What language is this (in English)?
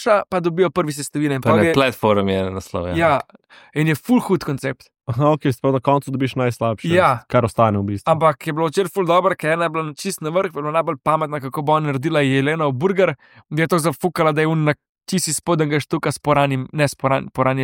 Slovenian